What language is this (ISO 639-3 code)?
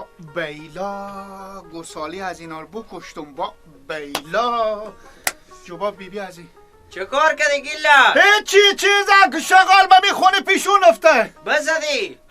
fas